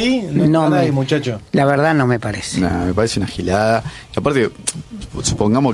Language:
Spanish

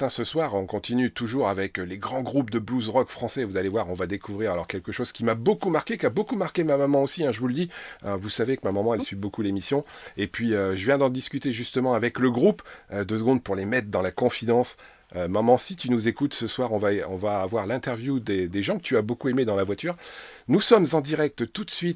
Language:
French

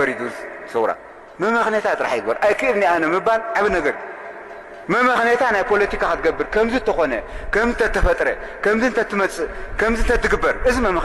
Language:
Tigrinya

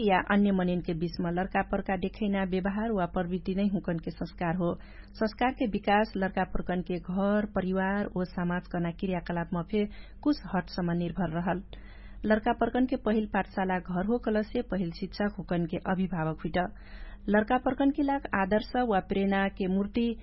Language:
Dangaura Tharu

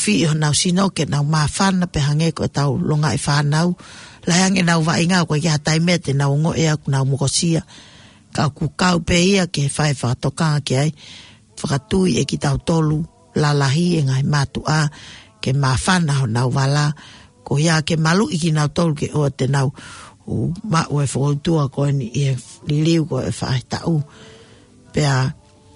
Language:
Tongan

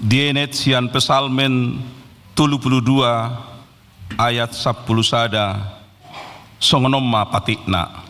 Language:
Batak Toba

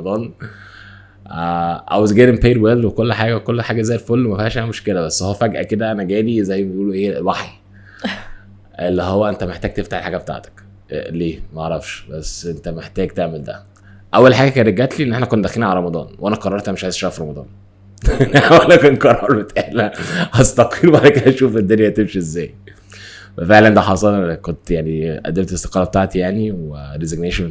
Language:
Egyptian Arabic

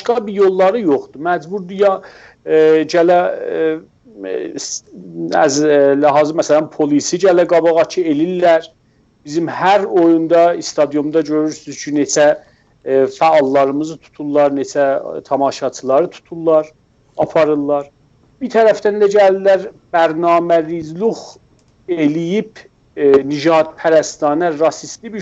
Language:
South Azerbaijani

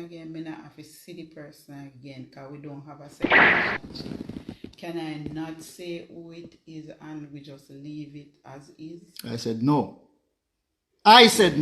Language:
Jamaican Creole English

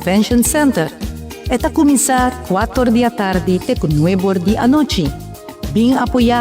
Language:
Papiamento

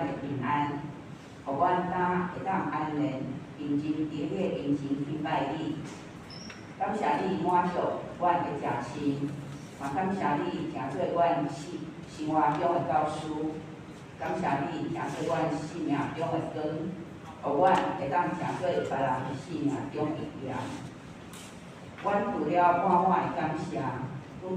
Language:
Min Nan Chinese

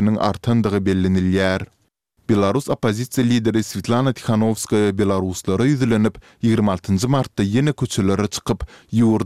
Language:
Turkmen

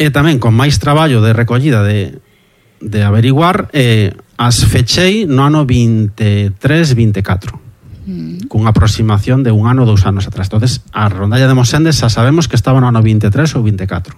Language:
Galician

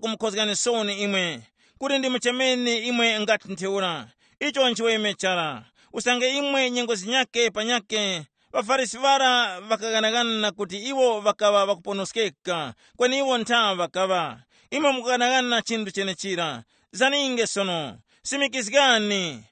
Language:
Tumbuka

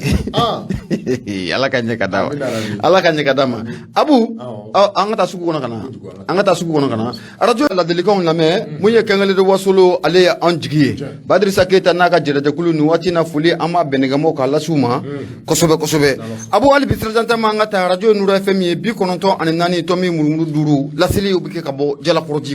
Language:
Bambara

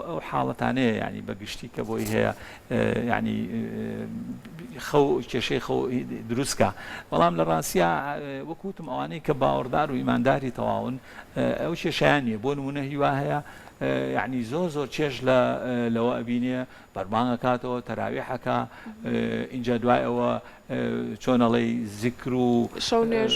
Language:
Central Kurdish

